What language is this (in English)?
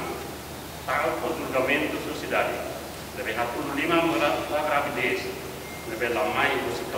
Tetum